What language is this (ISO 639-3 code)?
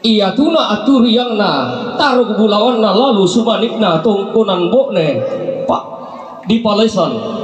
sda